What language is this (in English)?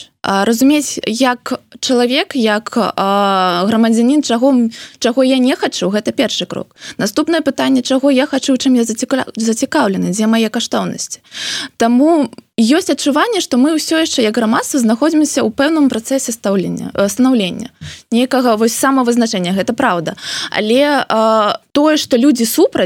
Belarusian